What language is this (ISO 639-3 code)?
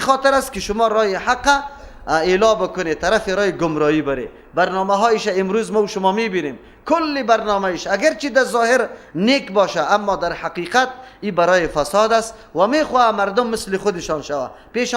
fas